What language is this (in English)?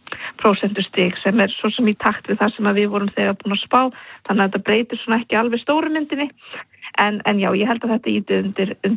Icelandic